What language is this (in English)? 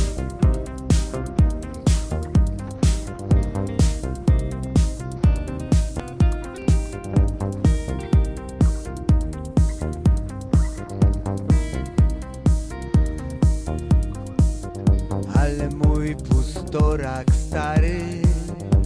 Polish